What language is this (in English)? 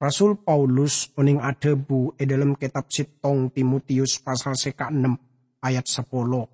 Madurese